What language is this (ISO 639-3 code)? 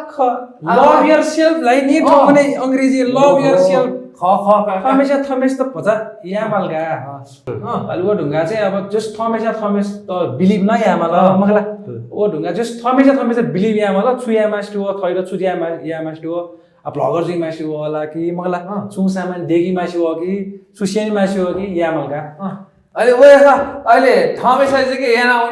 new